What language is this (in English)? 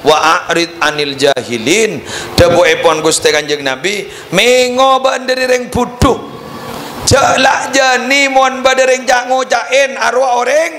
Madurese